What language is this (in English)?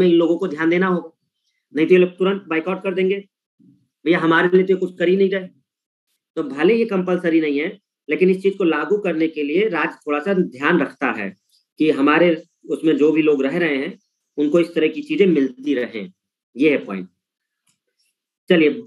Hindi